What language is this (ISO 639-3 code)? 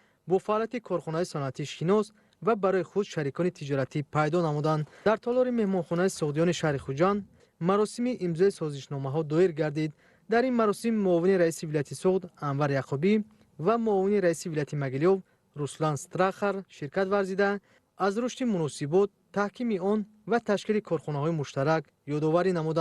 tgk